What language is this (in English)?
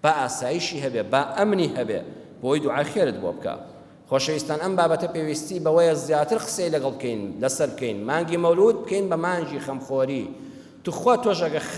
Central Kurdish